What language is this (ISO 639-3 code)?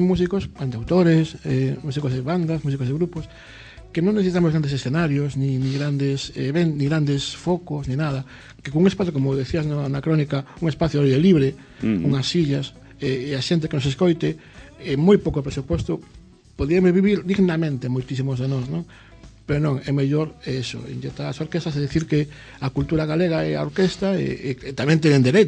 glg